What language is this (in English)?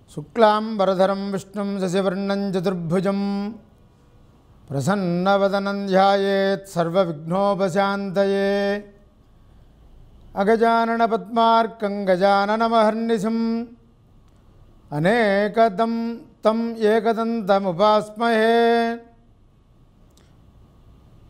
Telugu